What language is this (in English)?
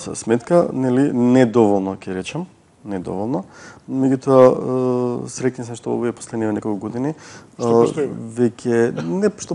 Macedonian